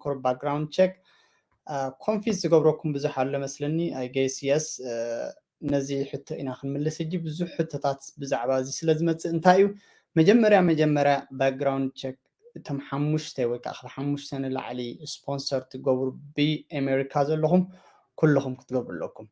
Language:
Tigrinya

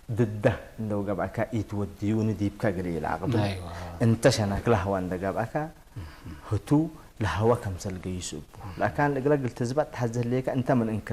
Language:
Tigre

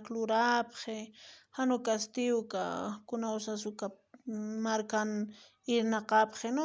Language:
Aymara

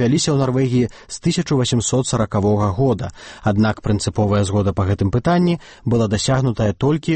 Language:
Belarusian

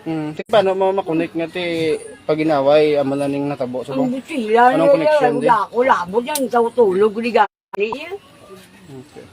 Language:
Hiligaynon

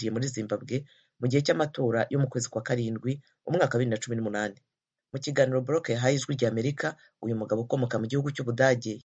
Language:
Kinyarwanda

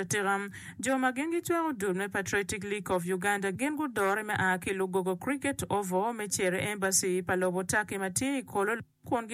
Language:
Acoli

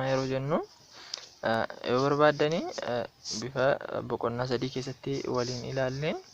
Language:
Oromo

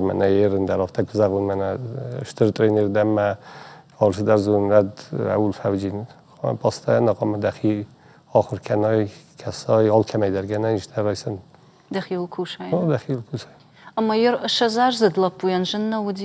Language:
Ossetic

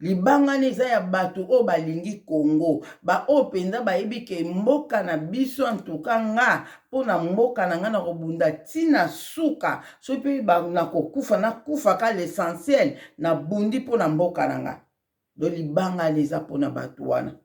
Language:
Lingala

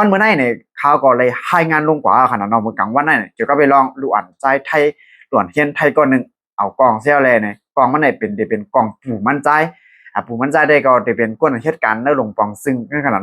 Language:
Shan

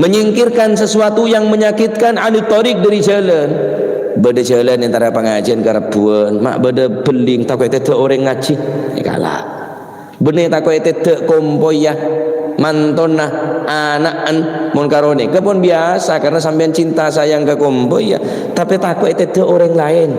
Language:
Madurese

